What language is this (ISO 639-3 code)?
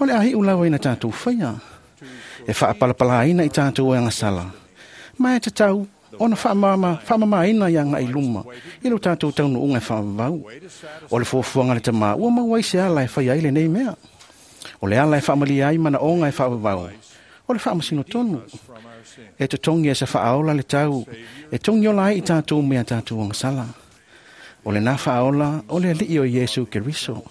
smo